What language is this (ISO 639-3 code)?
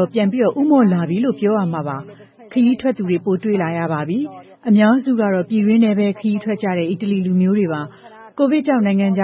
mya